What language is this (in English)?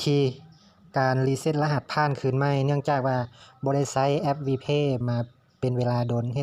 Lao